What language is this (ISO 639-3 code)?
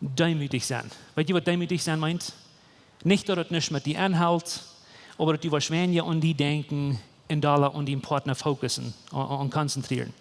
pdt